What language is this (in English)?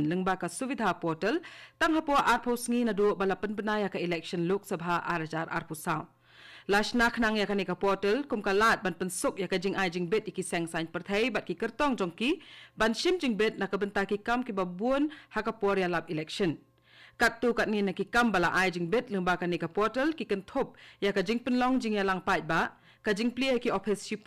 Khasi